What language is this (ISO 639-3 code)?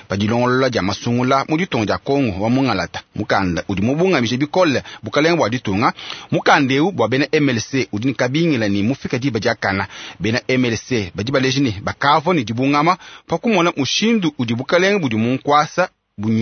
lua